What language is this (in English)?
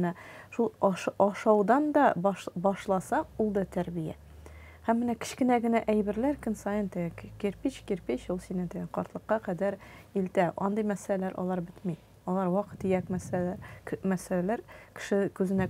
Tatar